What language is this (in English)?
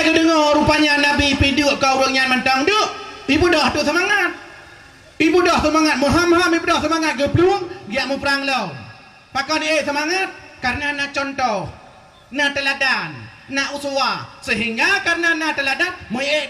Achinese